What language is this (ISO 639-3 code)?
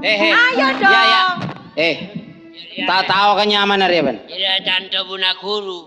mad